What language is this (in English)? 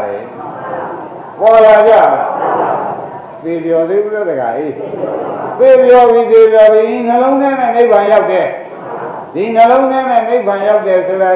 Burmese